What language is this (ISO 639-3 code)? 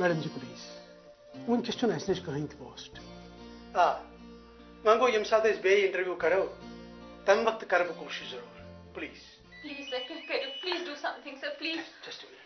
kas